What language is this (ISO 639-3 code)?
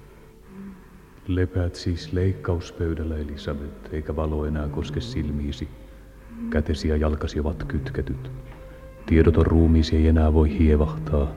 fin